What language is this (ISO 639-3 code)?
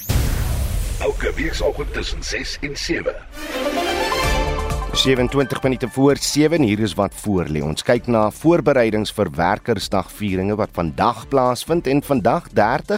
afr